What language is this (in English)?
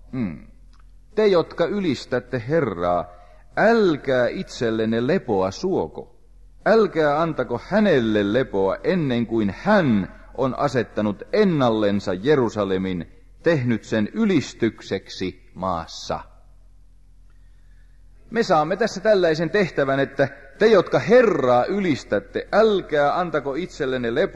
Finnish